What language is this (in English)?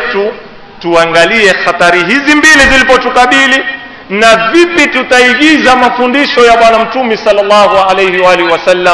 Swahili